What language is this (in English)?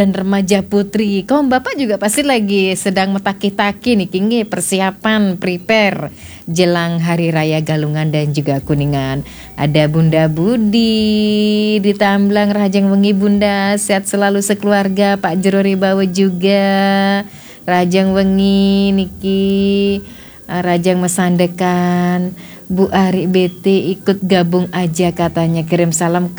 Balinese